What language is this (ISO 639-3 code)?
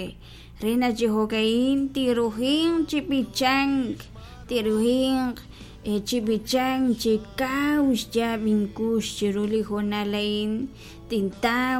kek